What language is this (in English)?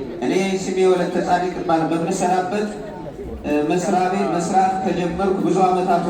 Amharic